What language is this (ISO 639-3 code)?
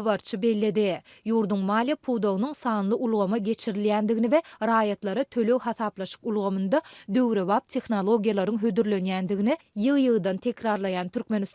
tuk